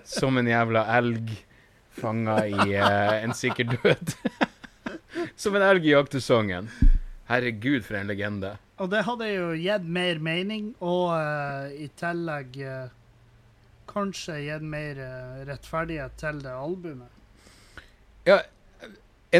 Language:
Norwegian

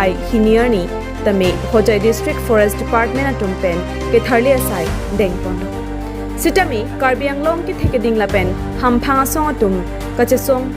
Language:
Karbi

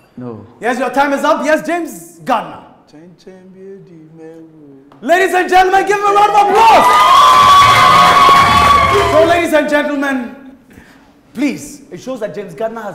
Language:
English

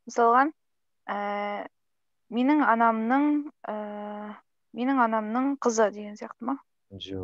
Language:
Kazakh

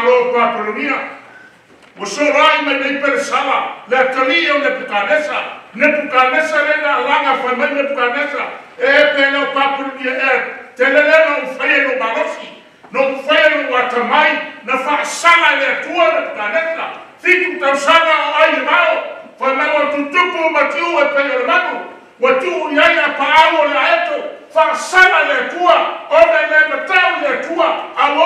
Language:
Samoan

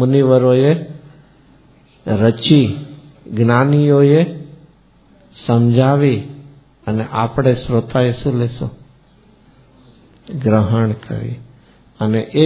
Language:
Gujarati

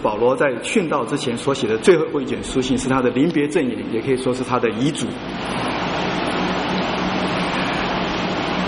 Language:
Chinese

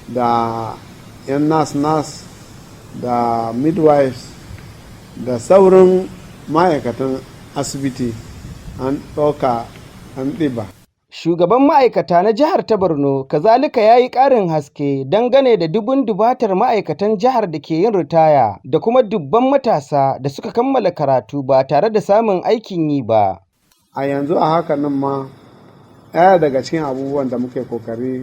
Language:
Hausa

